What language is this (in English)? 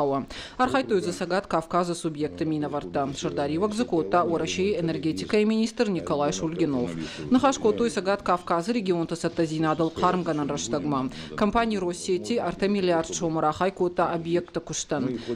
Ossetic